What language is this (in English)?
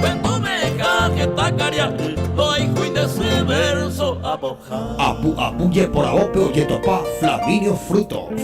Guarani